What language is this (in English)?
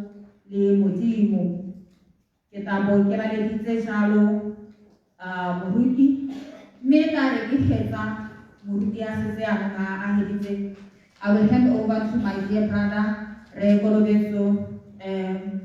Tswana